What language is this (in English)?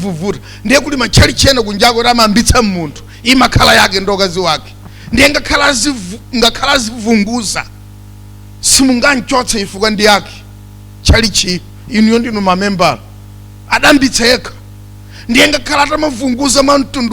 Nyanja